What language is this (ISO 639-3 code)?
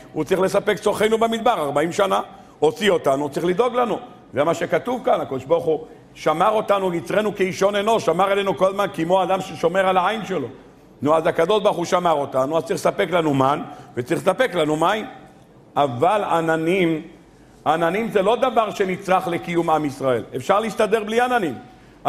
heb